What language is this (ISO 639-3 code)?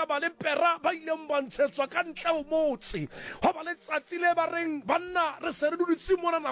sot